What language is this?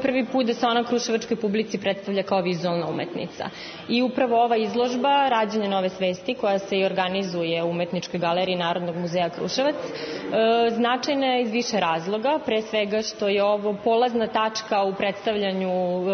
Serbian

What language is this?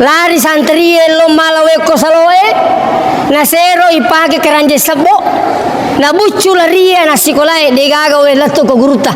Buginese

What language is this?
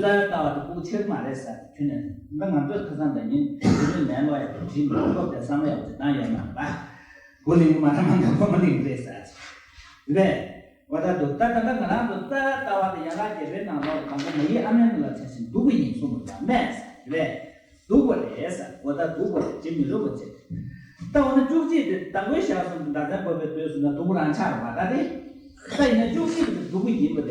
Tibetan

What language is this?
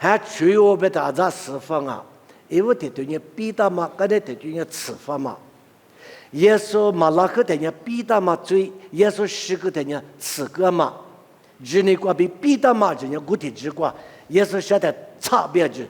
Lisu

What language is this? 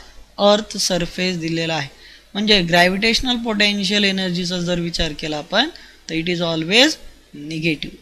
Marathi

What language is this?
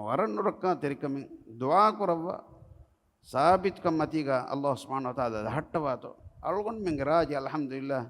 Divehi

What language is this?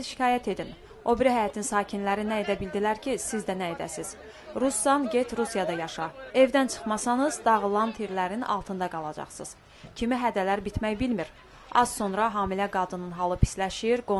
Azerbaijani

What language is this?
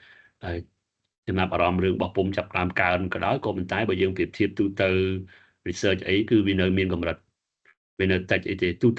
Khmer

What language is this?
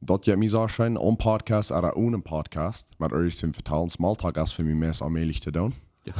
Plautdietsch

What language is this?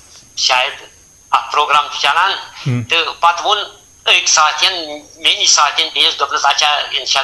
Kashmiri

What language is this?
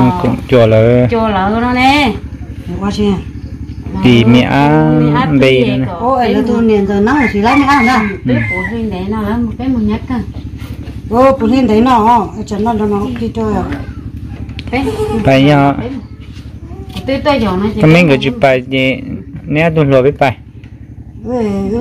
Vietnamese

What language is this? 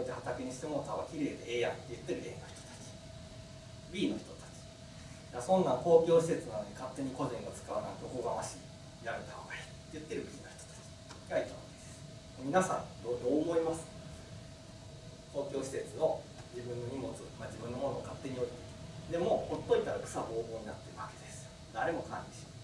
Japanese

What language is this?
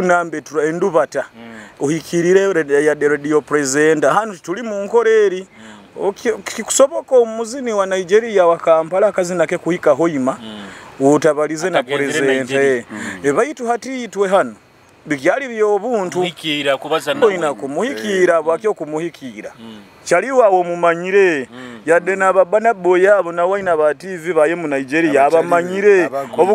Nyoro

